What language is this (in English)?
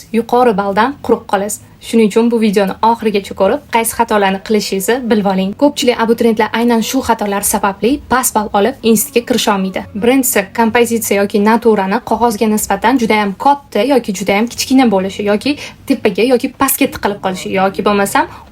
Uzbek